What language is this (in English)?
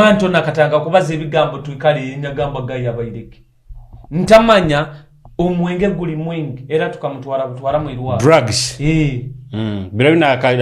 Nyoro